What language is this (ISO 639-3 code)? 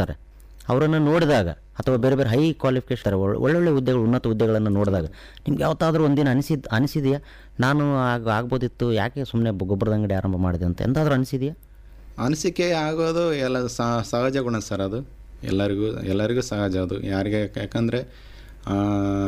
kan